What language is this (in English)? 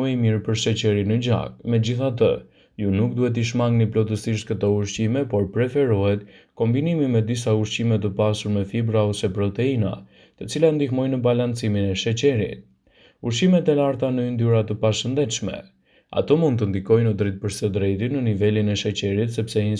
Albanian